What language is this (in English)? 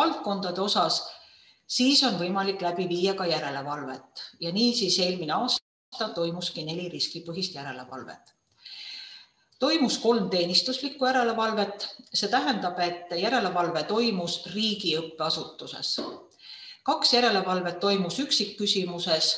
Estonian